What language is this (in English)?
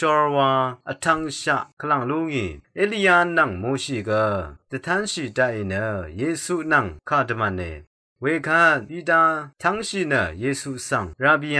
Rawang